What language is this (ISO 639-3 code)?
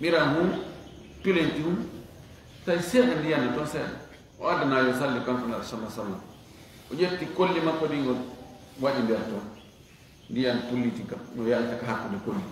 ful